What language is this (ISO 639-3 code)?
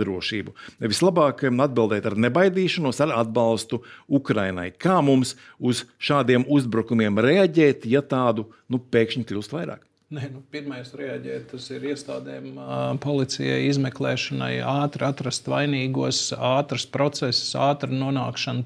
lav